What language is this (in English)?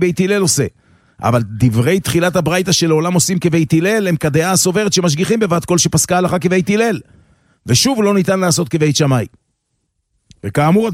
Hebrew